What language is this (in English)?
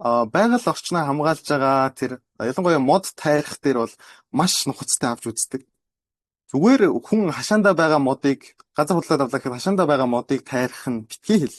Mongolian